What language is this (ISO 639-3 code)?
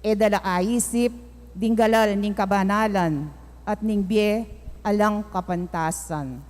pam